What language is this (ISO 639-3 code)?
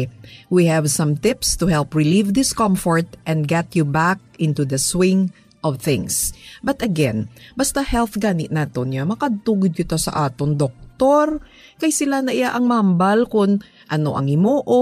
hil